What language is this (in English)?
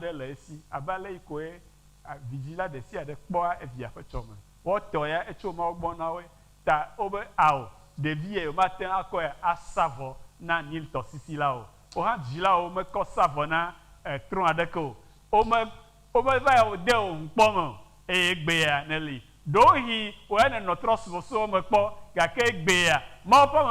Ewe